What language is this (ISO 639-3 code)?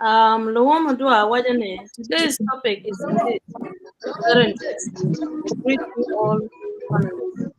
ach